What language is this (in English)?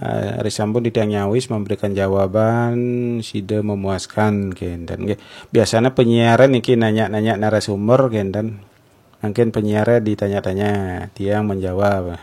Balinese